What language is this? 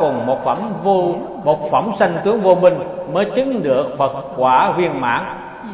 Vietnamese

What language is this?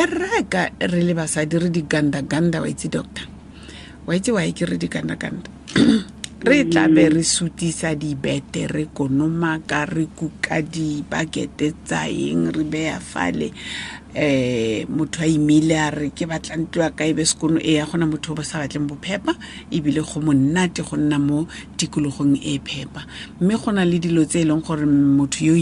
Tswana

